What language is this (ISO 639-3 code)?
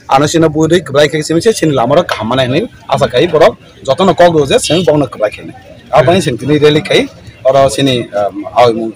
trp